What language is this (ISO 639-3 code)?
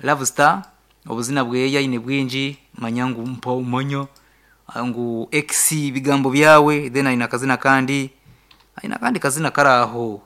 nyn